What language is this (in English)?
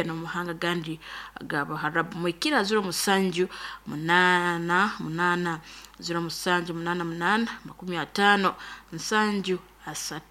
Nyoro